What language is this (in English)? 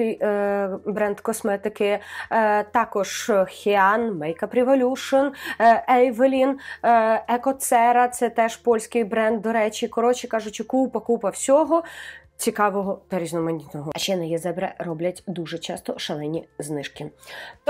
Ukrainian